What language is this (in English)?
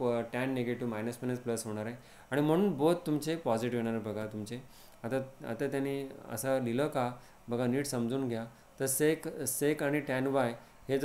Marathi